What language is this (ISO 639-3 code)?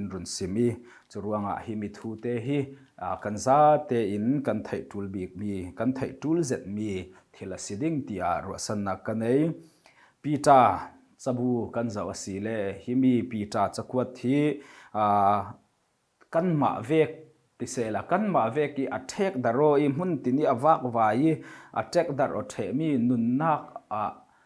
cfm